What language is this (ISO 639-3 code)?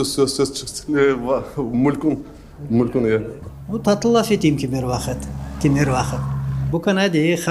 crh